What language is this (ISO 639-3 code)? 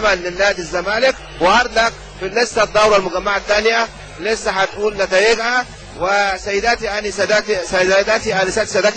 arz